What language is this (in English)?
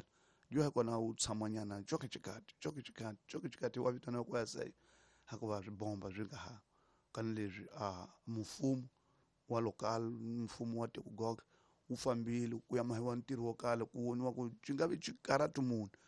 Tsonga